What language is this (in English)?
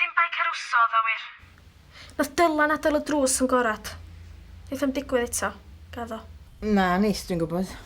Welsh